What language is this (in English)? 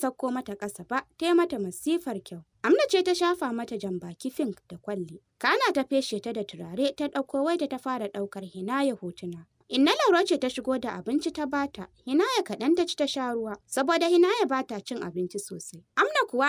Hausa